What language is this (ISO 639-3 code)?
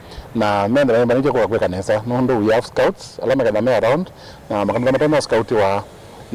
kam